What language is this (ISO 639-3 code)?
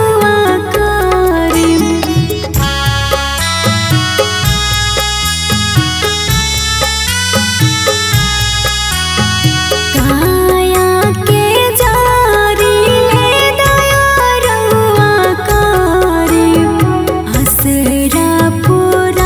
bho